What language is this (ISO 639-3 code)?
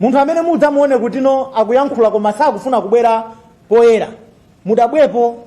nya